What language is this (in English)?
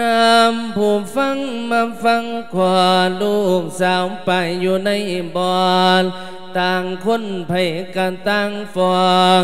Lao